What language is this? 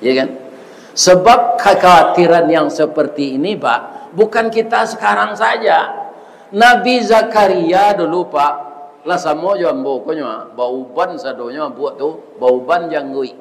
Minangkabau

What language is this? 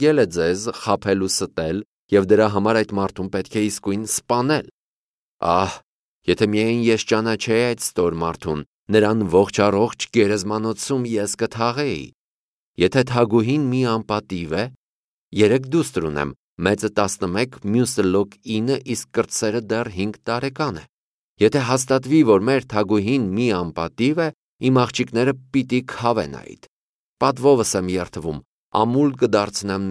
Armenian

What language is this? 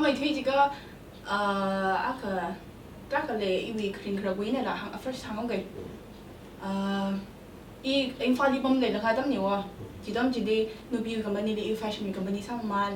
Tangkhul Naga (India)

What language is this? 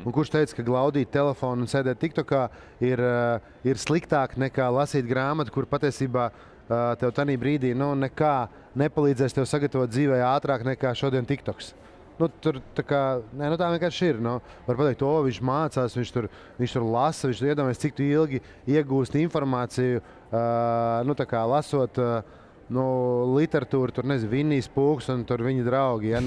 Latvian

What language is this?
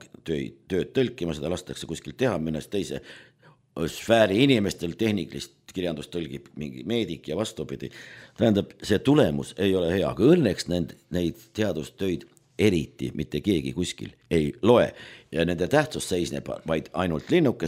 Estonian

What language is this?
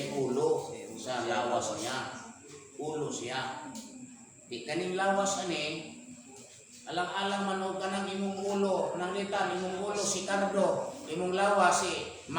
Cebuano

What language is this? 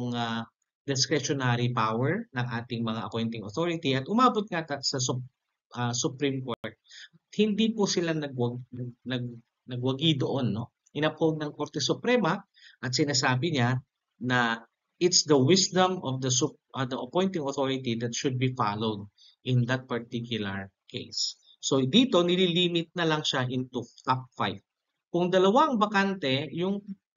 Filipino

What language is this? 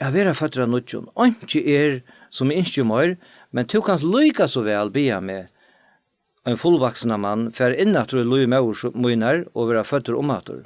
Faroese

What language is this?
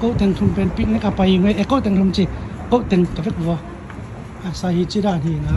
Tedim Chin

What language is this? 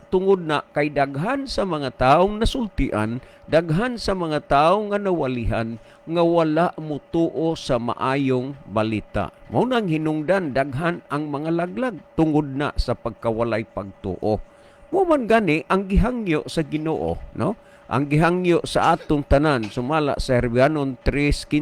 Cebuano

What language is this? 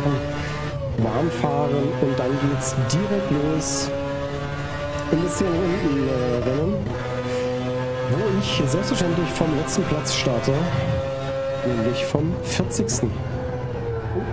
German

